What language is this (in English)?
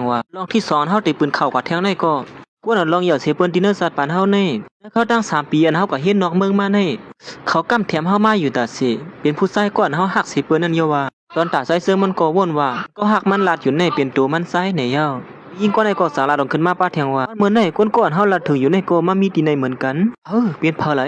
Shan